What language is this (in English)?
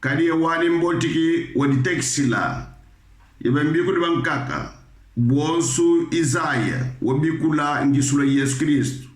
Kongo